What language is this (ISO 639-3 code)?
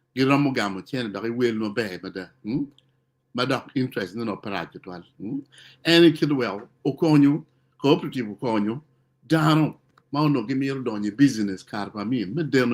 ach